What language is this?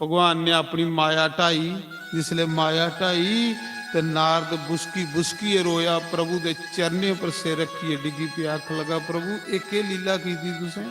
Dogri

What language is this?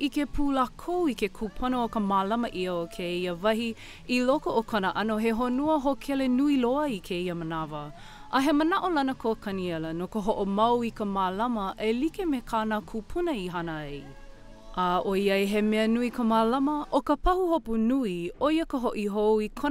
Hawaiian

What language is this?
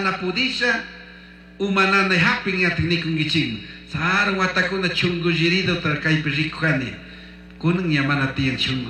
Chimborazo Highland Quichua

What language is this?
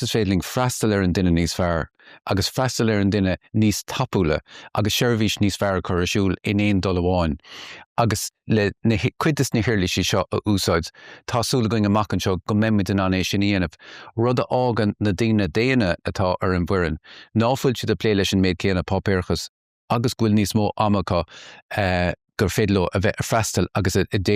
Irish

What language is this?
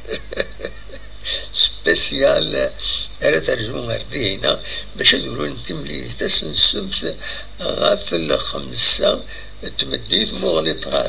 Kabyle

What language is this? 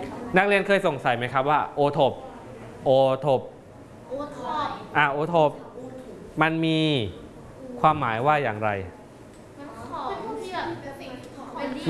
Thai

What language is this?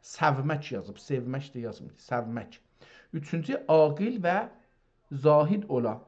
South Azerbaijani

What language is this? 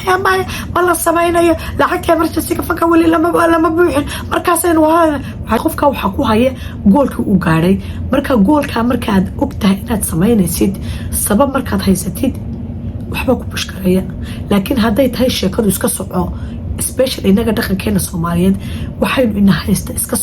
Somali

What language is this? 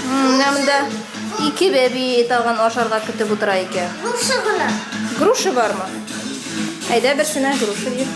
Tatar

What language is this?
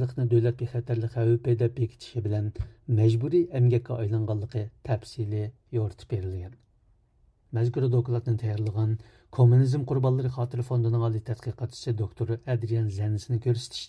Uyghur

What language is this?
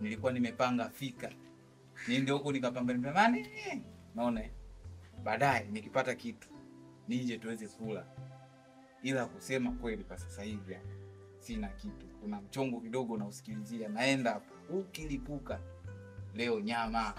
Swahili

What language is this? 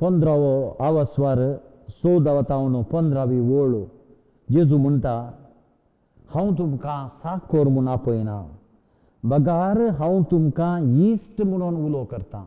Konkani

